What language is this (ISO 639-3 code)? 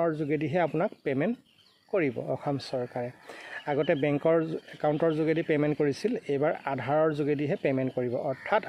asm